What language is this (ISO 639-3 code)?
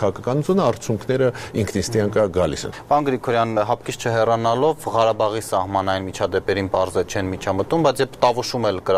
hye